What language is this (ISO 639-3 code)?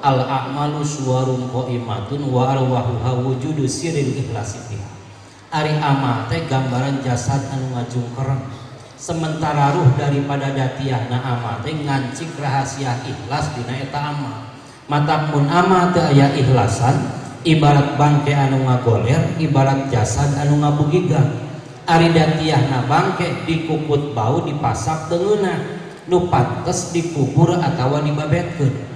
sun